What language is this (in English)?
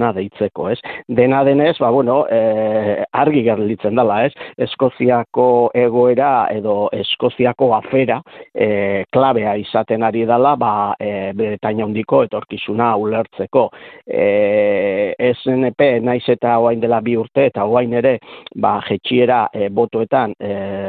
Basque